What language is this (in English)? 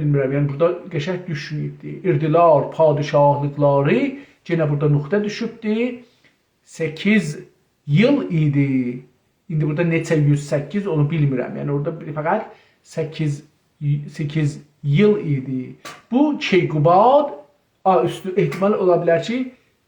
South Azerbaijani